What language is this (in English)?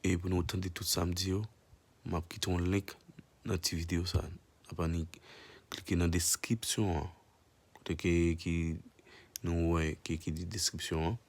Haitian Creole